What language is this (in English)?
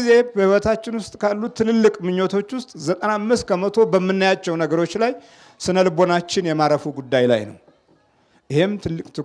Amharic